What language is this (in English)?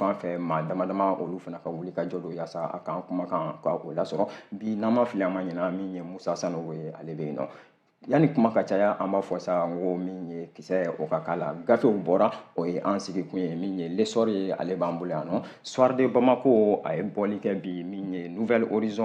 Bambara